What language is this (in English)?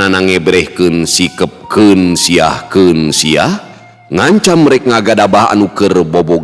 Sundanese